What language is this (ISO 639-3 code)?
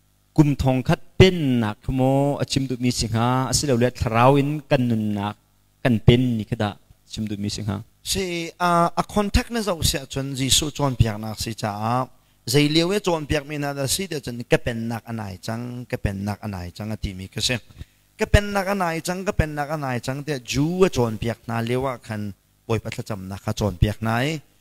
cnh